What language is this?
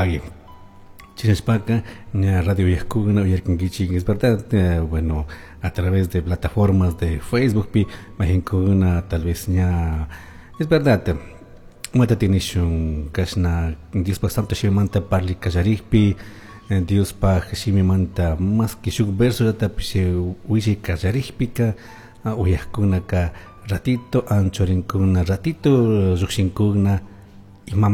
Chimborazo Highland Quichua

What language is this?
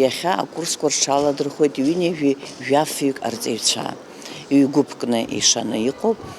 Abkhazian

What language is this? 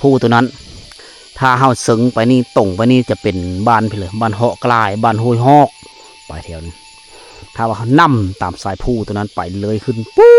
Lao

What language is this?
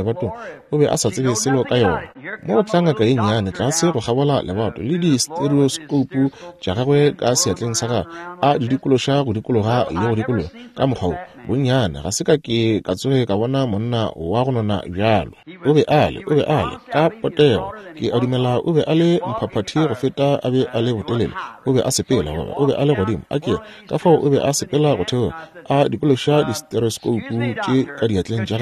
Northern Sotho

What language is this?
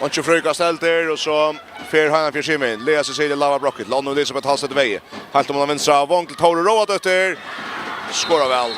Faroese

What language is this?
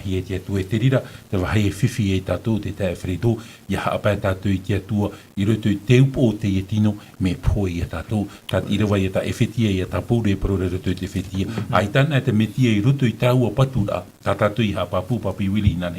Tahitian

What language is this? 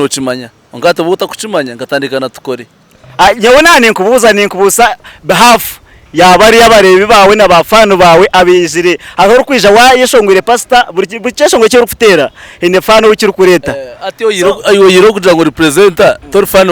Nyankole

